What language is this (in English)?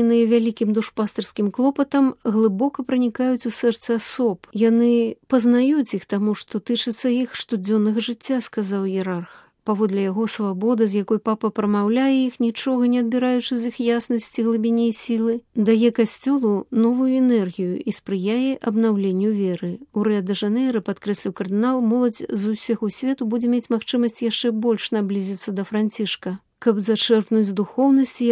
Belarusian